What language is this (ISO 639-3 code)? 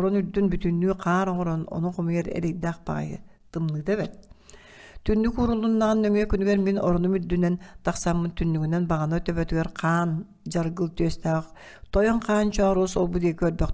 sah